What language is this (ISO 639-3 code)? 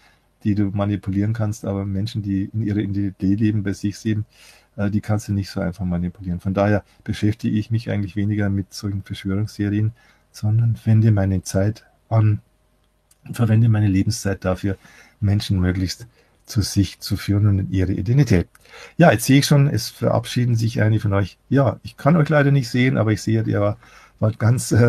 deu